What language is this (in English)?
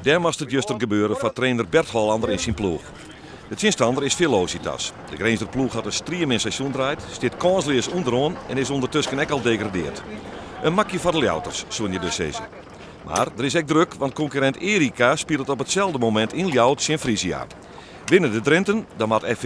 Western Frisian